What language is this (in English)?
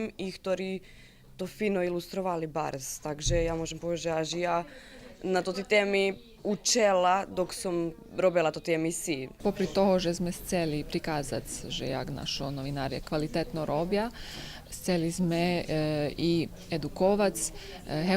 Rusyn